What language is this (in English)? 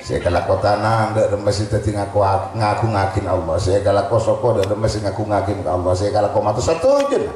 Madurese